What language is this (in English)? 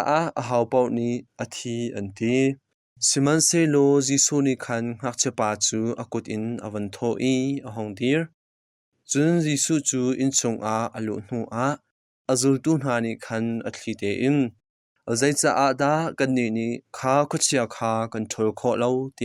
Hakha Chin